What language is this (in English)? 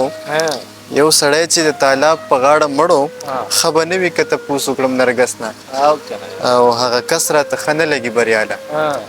Pashto